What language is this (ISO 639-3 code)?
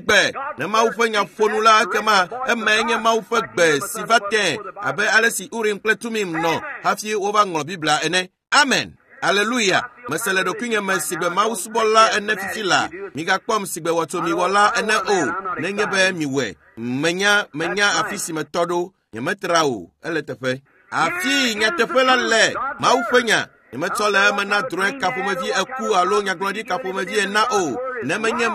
ewe